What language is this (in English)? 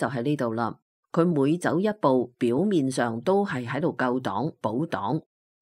Cantonese